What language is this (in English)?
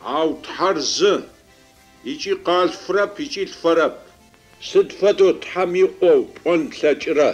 Adyghe